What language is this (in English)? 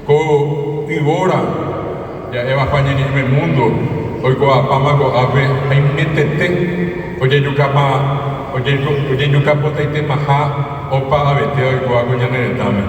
Guarani